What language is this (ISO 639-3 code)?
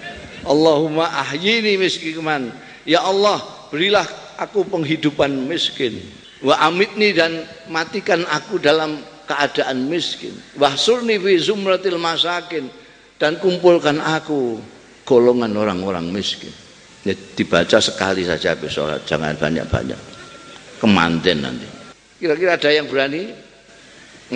ind